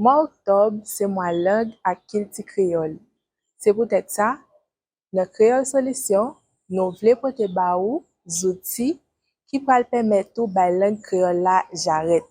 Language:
Haitian Creole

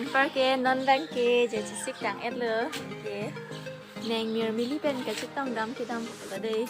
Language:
Karbi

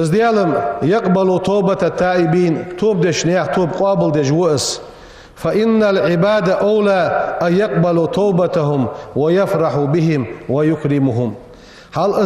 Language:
Ingush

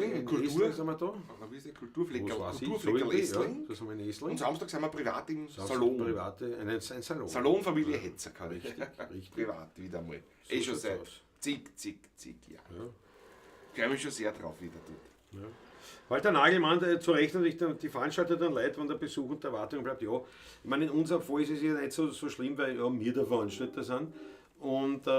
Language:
Bavarian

